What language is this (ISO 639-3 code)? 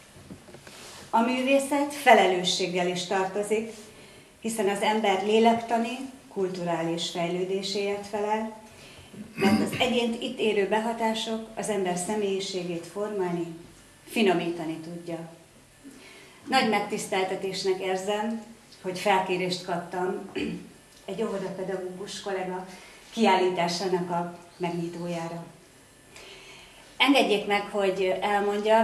hun